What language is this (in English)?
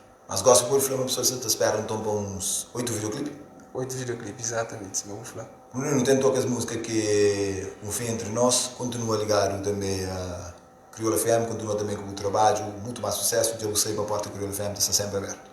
Kabuverdianu